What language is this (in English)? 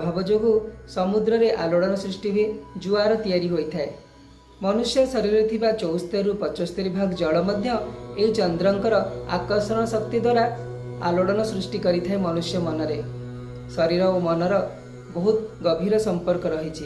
Odia